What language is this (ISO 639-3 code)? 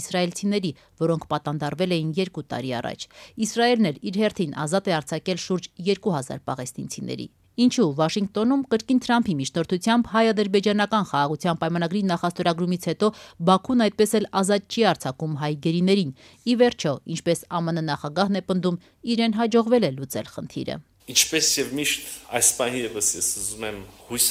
hye